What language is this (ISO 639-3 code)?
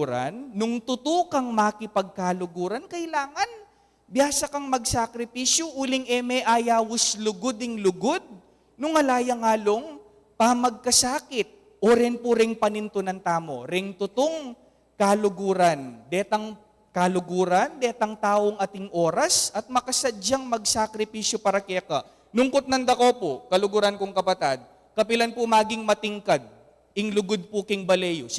pam